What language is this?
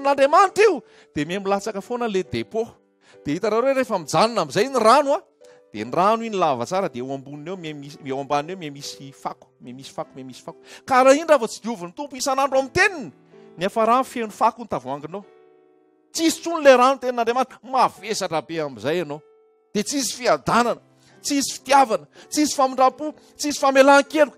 Malagasy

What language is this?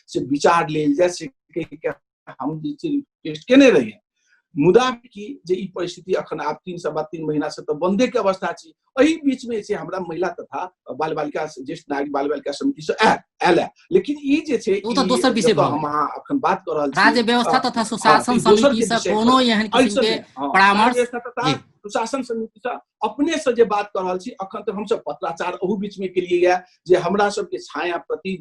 Maithili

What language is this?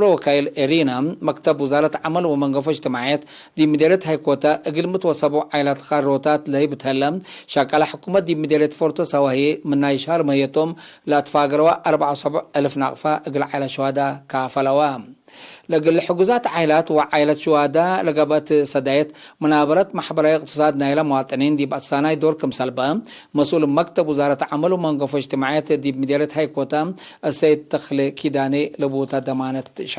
Tigre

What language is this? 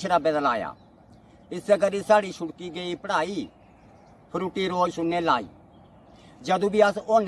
Dogri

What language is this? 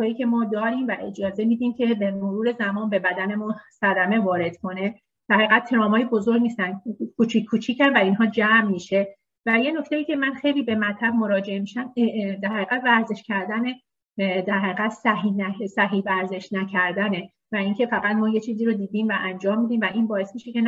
Persian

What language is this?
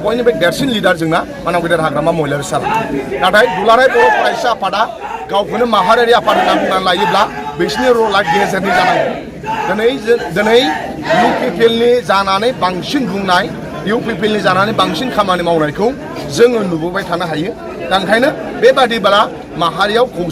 Bodo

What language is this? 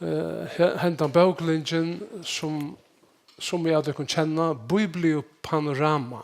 Faroese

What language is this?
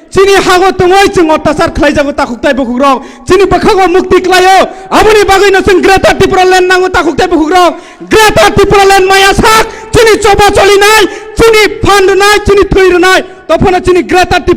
Kok Borok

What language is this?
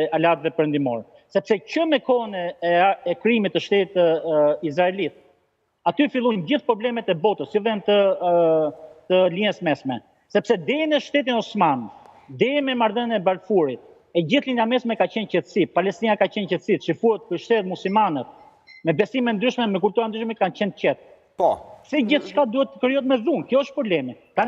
Albanian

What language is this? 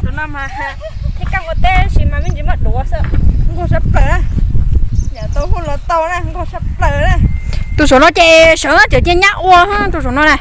Hmong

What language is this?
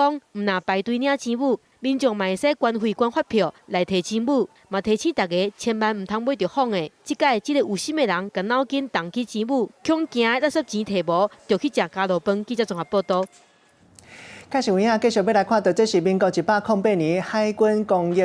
Min Nan Chinese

